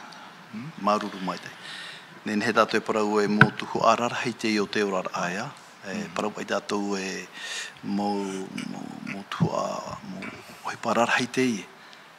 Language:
Tahitian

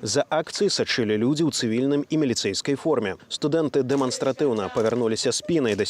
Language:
Belarusian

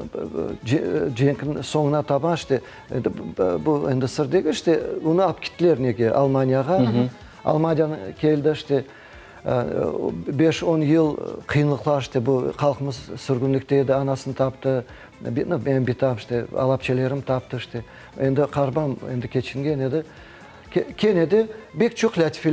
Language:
Crimean Tatar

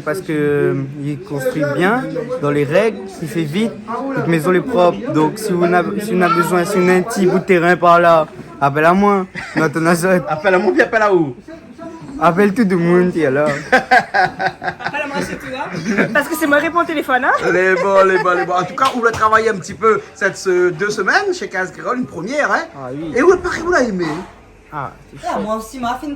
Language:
Réunion Creole French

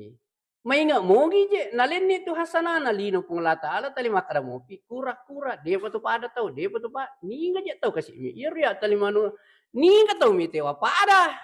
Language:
Buginese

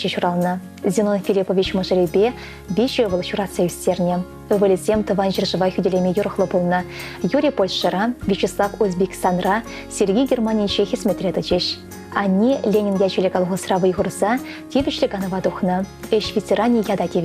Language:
Chuvash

